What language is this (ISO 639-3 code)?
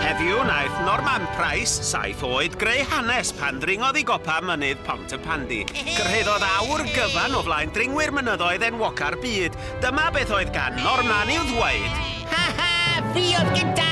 cym